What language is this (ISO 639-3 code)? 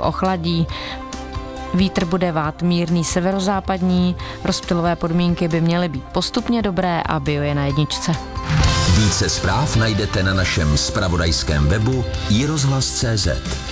ces